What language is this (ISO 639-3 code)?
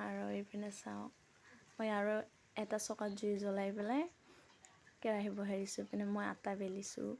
asm